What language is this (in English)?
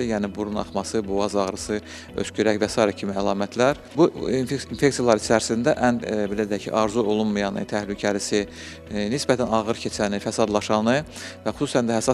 Azerbaijani